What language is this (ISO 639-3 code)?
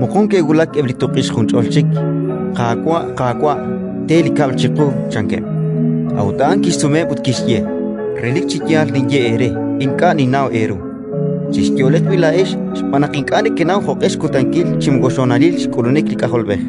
kek